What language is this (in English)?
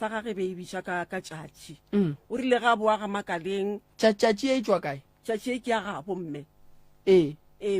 Northern Sotho